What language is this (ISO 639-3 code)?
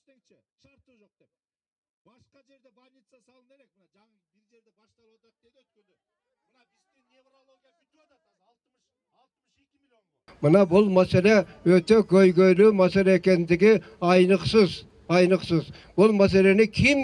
kir